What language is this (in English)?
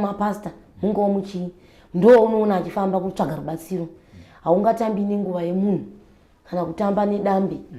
Shona